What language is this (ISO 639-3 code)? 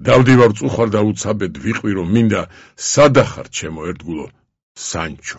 kat